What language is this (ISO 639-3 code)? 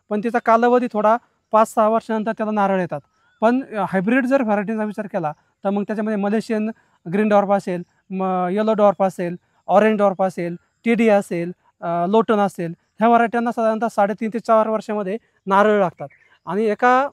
mar